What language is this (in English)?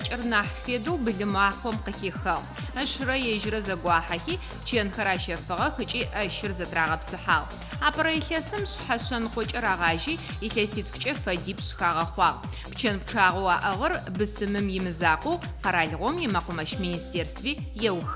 Adyghe